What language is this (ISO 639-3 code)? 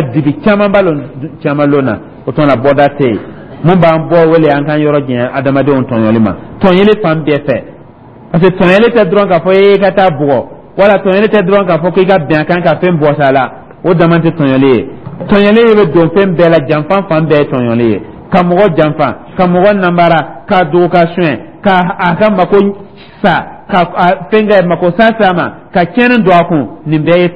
dyu